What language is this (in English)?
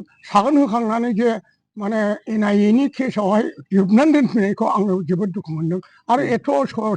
Bodo